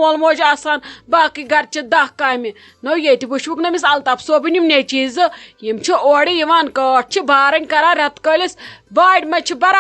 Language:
Kashmiri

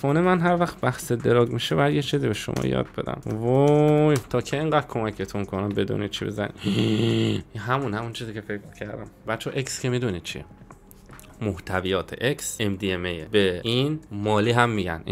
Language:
Persian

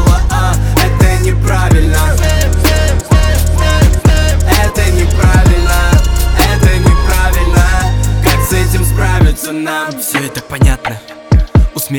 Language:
Russian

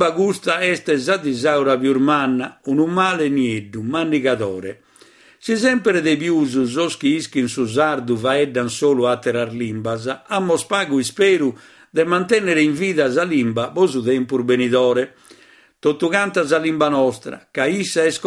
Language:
Sardinian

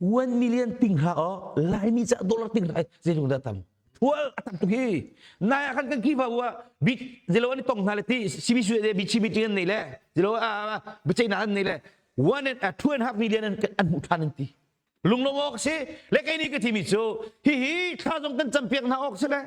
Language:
Hakha Chin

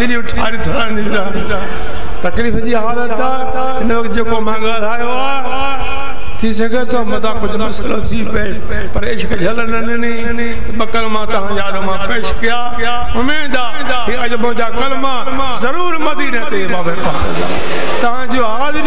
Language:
Sindhi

